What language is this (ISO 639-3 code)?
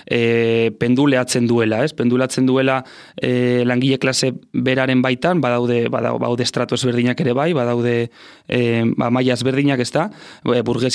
eus